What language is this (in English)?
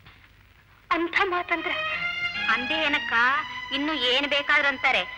Kannada